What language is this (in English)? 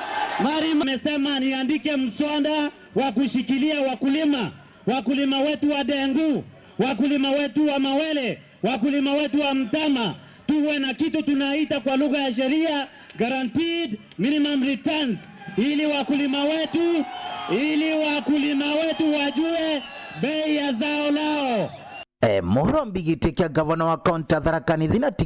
Meru